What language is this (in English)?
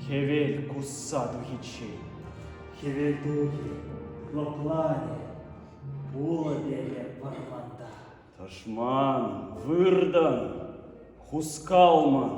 Chuvash